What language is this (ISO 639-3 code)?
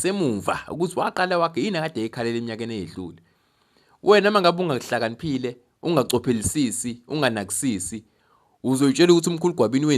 zul